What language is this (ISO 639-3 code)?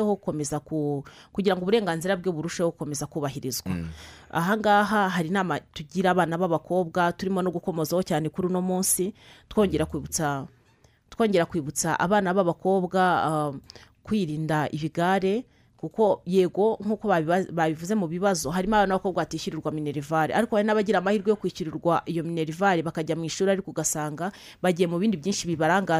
kin